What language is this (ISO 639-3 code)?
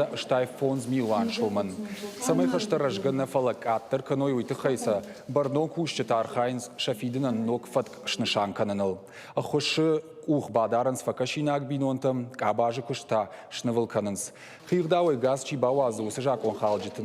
oss